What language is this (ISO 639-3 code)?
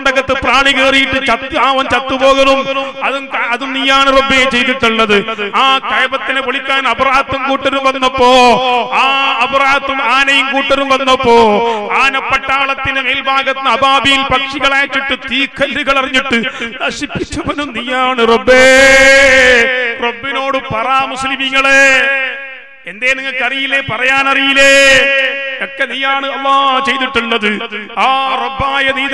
mal